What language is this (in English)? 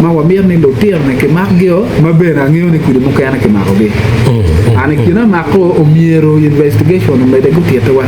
Acoli